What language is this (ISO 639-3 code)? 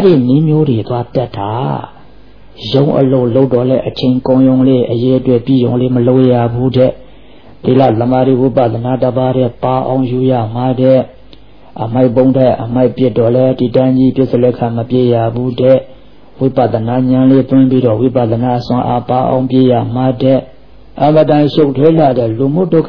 mya